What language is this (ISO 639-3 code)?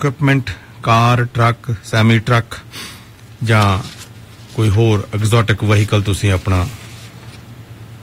pan